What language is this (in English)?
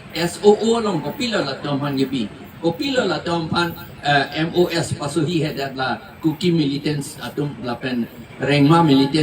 Karbi